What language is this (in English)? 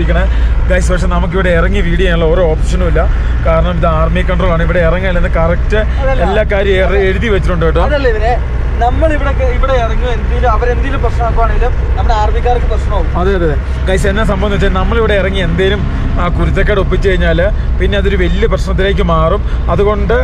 Malayalam